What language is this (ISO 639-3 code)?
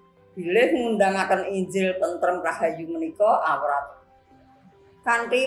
jav